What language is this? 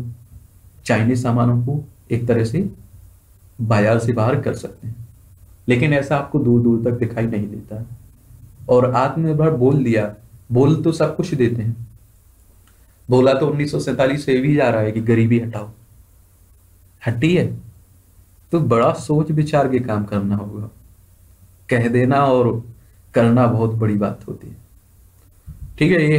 Hindi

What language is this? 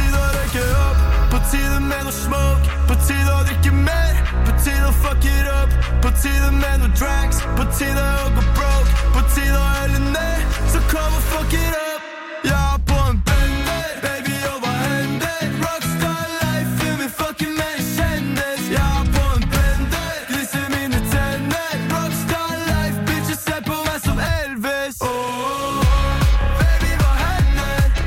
Norwegian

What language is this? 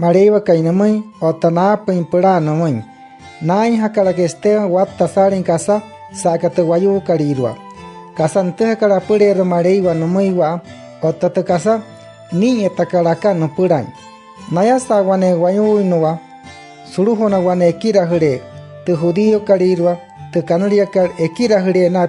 Wayuu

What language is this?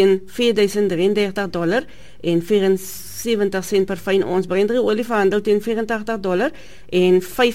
Afrikaans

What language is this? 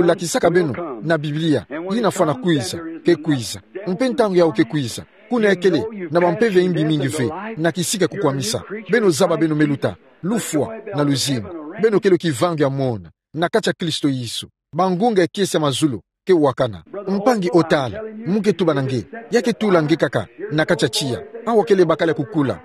Kituba (Democratic Republic of Congo)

